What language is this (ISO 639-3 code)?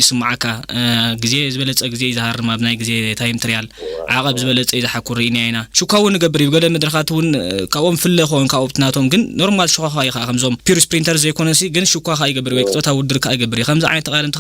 tir